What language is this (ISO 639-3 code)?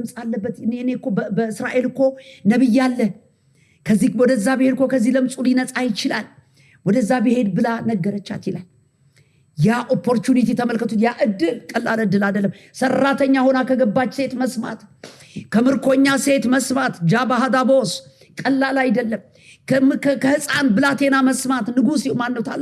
amh